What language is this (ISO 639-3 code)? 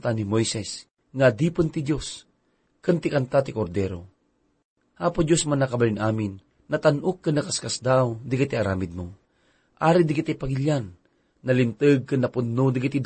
ilo